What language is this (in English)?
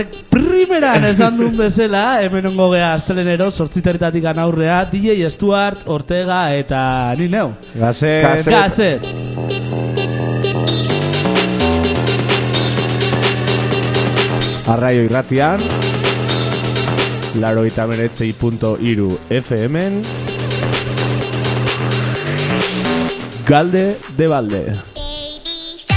Basque